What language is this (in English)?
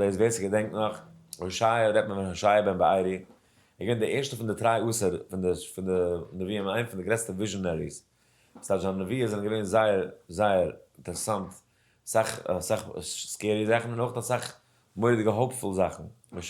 Yiddish